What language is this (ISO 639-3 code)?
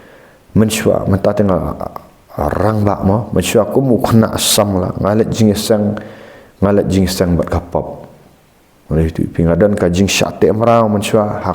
kha